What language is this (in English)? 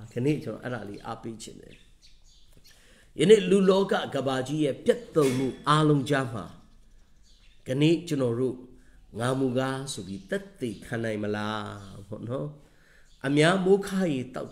Burmese